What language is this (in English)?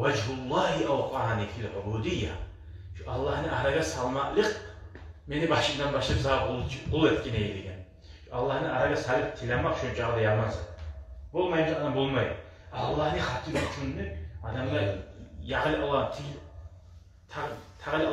Kumyk